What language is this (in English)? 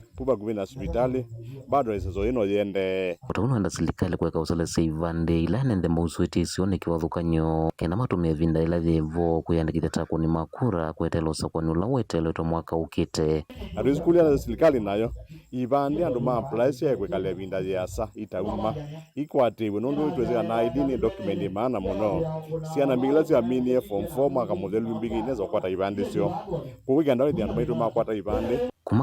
Kamba